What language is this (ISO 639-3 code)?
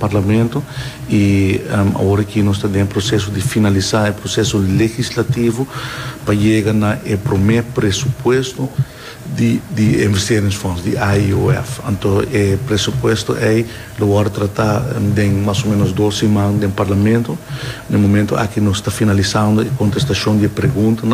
pap